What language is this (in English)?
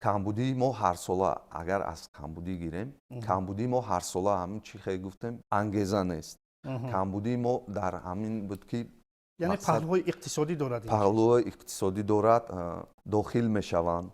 Tajik